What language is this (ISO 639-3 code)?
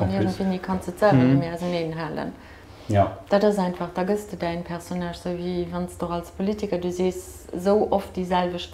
ltz